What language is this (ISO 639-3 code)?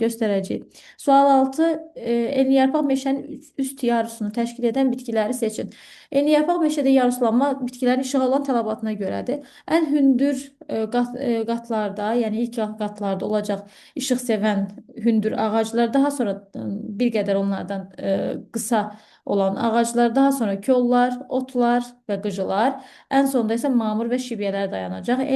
aze